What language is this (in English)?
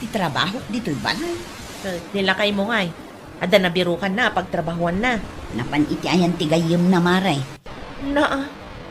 Iloko